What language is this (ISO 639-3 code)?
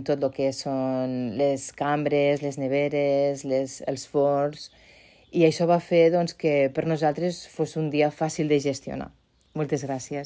cat